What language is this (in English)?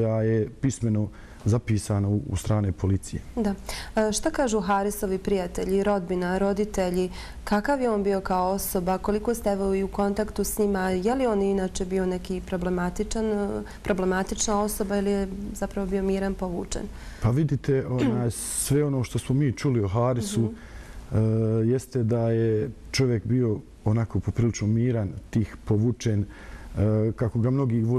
Bosnian